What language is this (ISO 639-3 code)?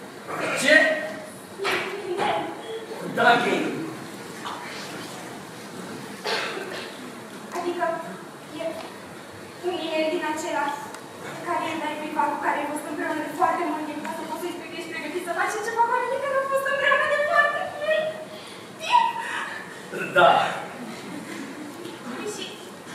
ron